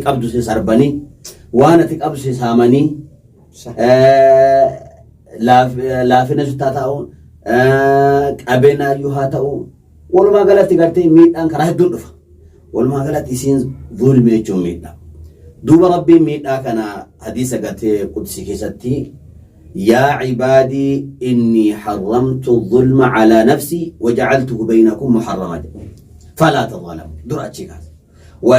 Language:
Oromo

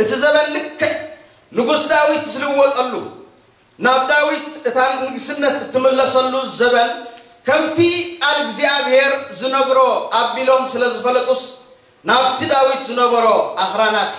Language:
Tigrinya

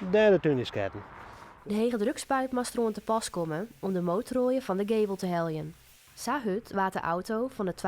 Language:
Western Frisian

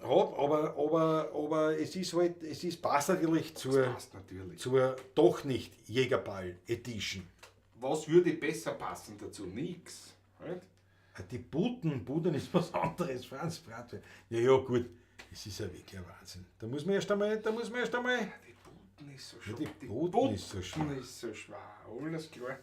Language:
Bavarian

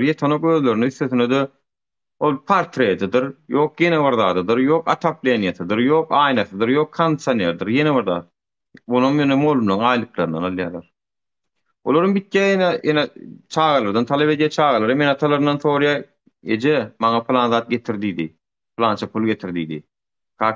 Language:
Turkmen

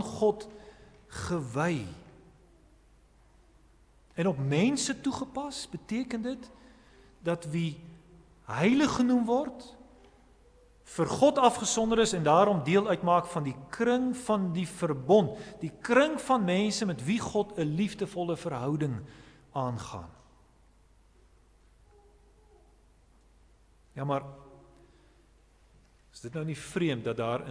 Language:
Afrikaans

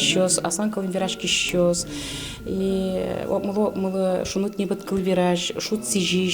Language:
Udmurt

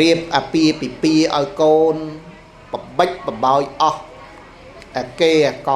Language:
Khmer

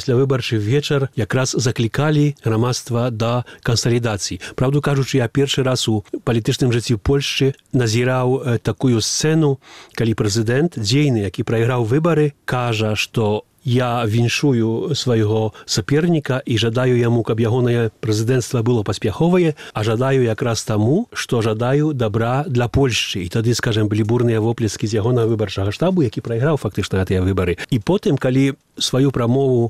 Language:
Belarusian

